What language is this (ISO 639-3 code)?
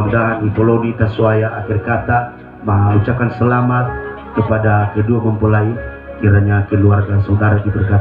nia